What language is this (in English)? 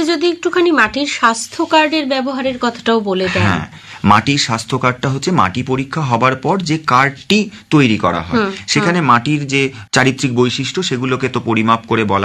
Bangla